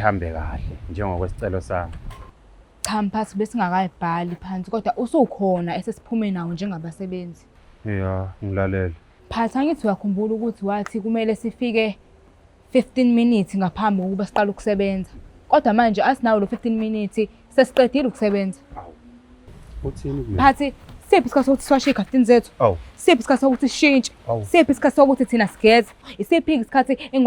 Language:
Zulu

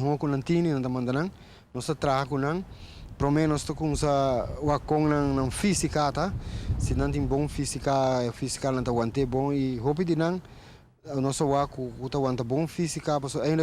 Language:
Papiamento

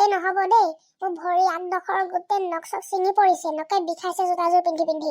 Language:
Assamese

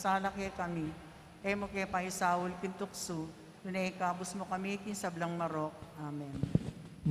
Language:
Pampanga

